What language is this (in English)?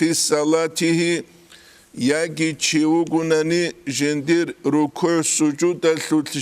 Avaric